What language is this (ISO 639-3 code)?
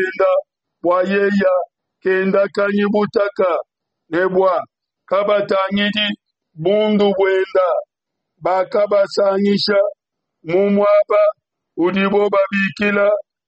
lua